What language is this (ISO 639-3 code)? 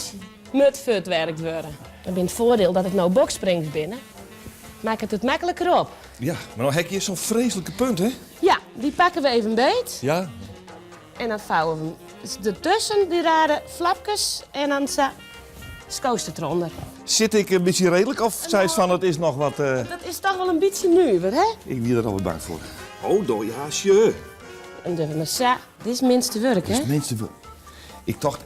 fry